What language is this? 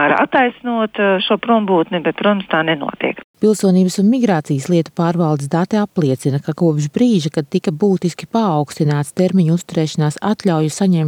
Latvian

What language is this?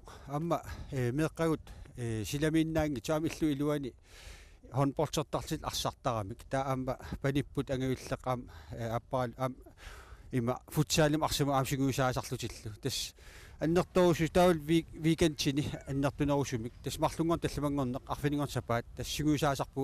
Kalaallisut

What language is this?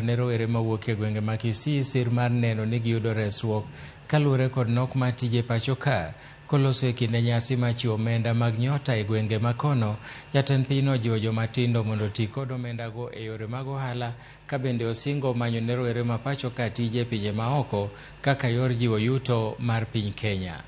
Luo (Kenya and Tanzania)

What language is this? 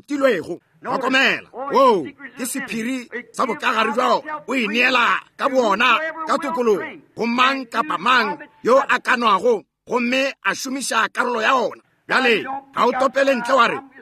Northern Sotho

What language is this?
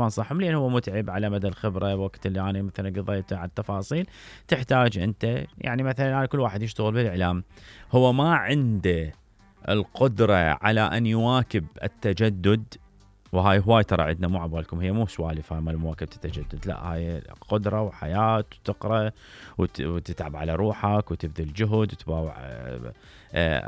Mesopotamian Arabic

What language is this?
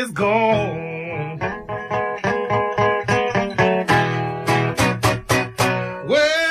Hebrew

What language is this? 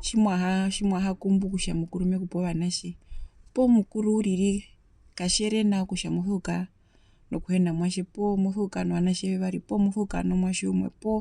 Herero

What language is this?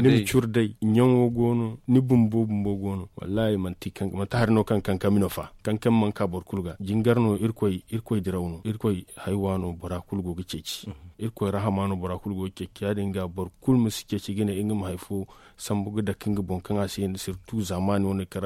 Zarma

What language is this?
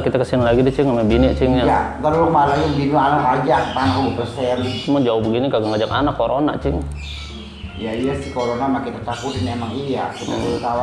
Betawi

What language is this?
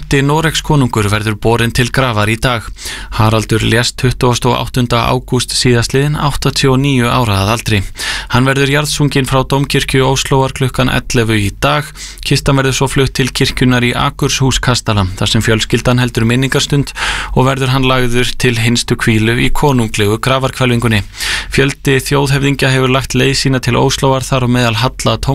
Icelandic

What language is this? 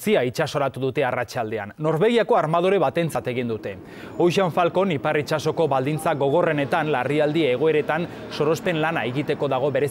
Basque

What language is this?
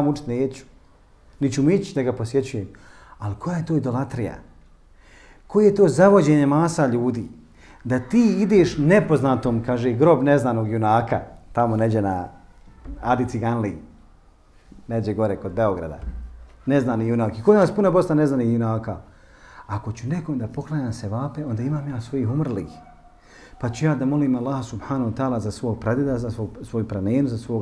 Bosnian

